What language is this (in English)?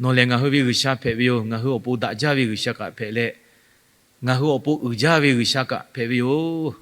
Lahu